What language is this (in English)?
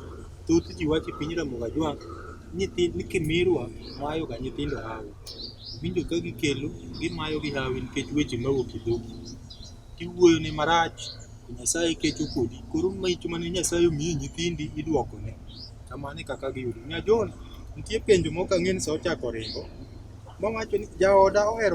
Luo (Kenya and Tanzania)